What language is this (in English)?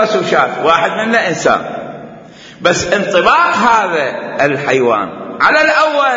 Mesopotamian Arabic